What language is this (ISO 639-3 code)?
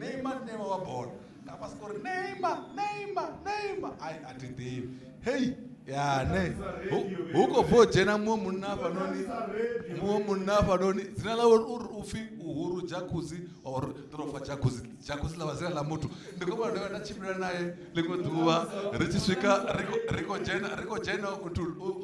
ven